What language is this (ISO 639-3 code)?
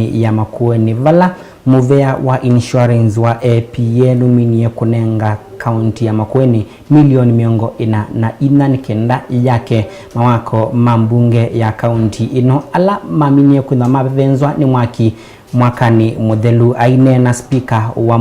kam